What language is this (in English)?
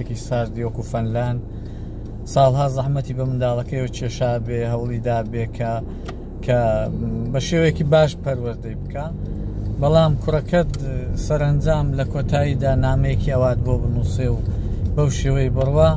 Central Kurdish